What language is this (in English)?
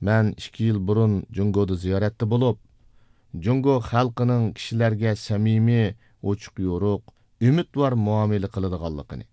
Uyghur